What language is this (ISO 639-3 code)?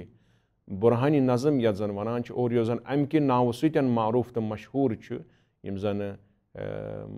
kas